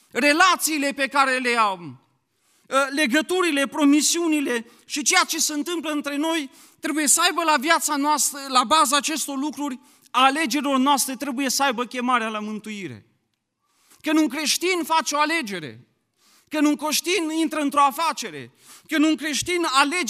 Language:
Romanian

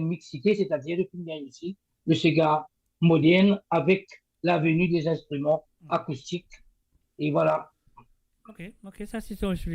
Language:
Morisyen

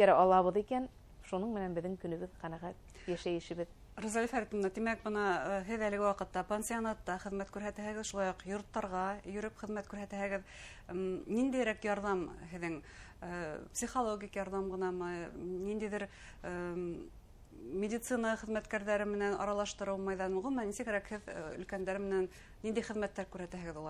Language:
Bashkir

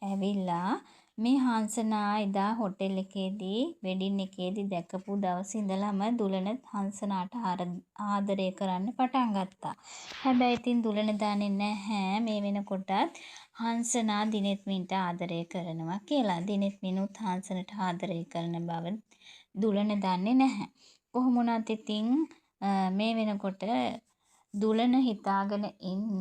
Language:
Sinhala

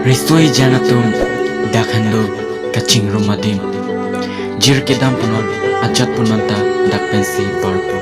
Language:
Karbi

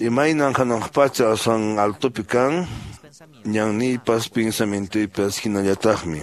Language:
Quechua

